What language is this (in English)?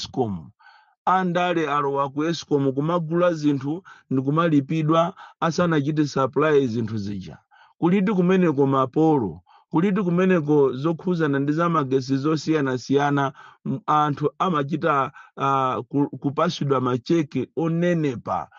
Nyanja